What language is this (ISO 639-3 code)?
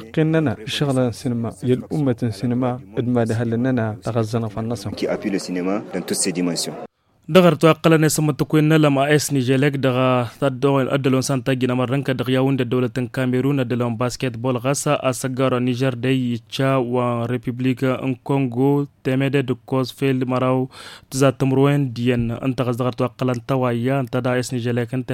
taq